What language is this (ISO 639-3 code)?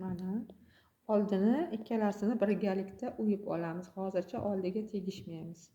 uzb